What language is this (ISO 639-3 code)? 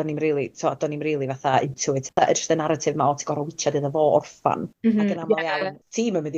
cym